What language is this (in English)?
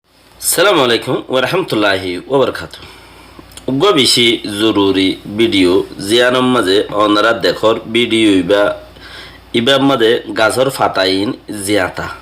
Rohingya